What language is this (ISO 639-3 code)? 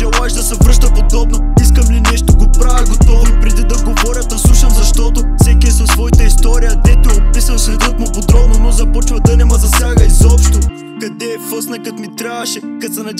bul